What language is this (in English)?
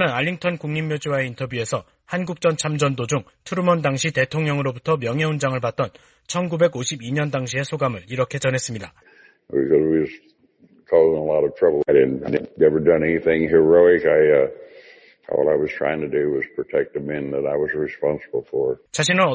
Korean